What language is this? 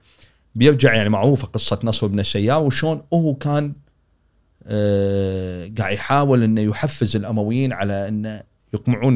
Gulf Arabic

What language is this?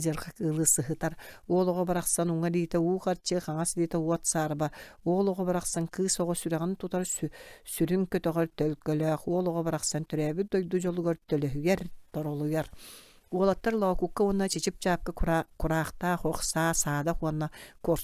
Yakut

